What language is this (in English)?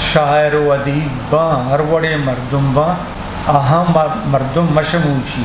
Eastern Balochi